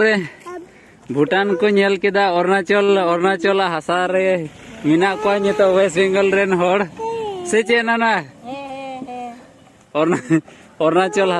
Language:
Santali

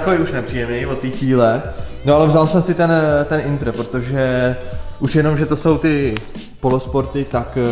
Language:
Czech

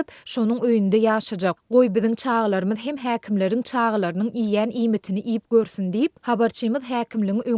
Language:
Turkmen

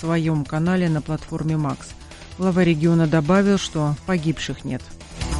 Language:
Russian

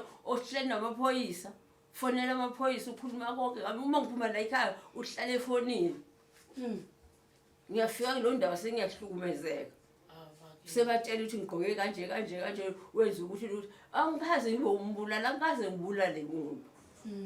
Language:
Zulu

